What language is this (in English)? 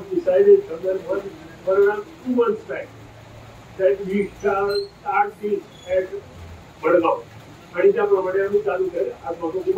Konkani